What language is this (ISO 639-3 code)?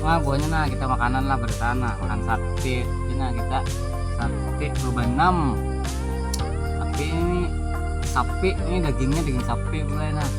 bjn